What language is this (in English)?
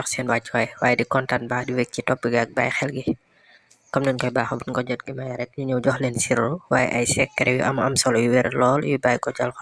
Wolof